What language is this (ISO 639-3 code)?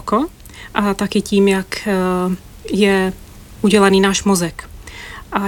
ces